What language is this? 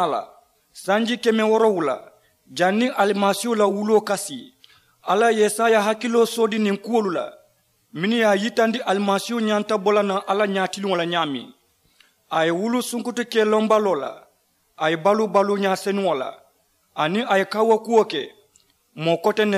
Mandingo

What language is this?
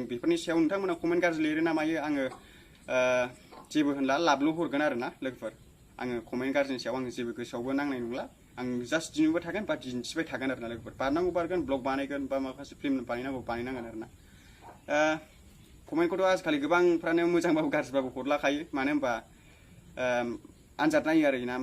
Bodo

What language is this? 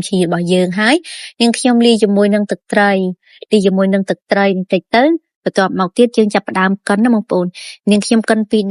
Khmer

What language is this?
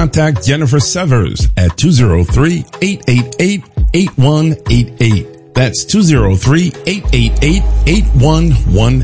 English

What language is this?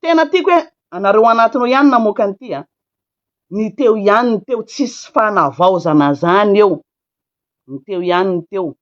Malagasy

